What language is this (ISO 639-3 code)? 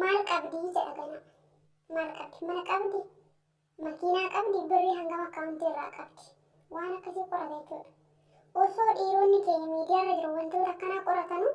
orm